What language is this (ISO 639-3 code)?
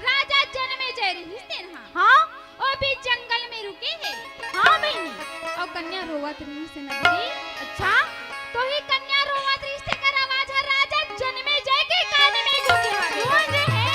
hne